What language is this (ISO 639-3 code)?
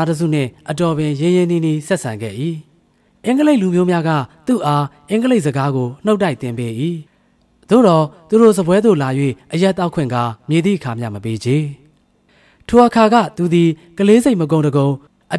mya